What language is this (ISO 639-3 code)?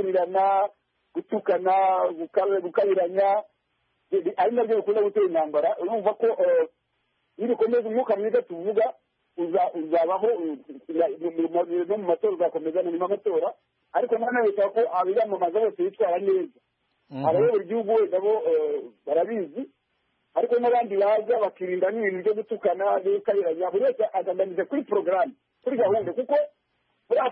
kin